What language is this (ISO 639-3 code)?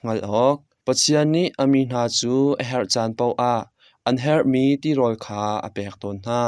cnh